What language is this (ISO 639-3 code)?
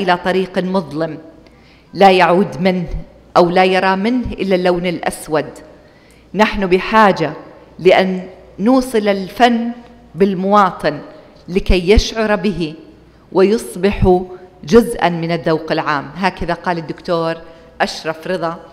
ara